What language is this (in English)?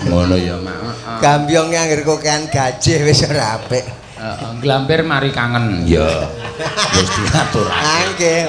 Javanese